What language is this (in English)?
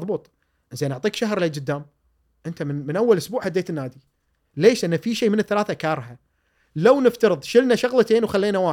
Gulf Arabic